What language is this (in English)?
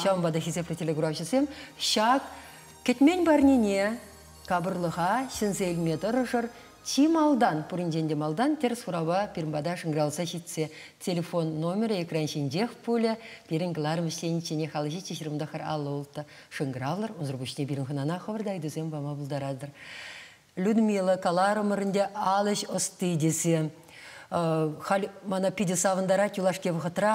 Chuvash